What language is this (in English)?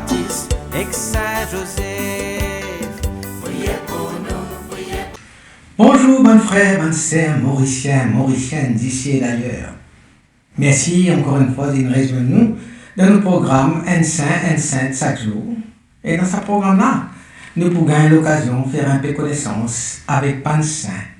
Morisyen